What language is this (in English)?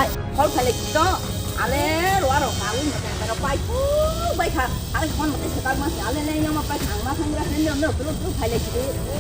Kok Borok